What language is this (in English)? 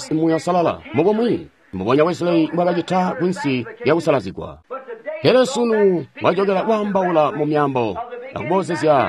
Tonga (Zambia)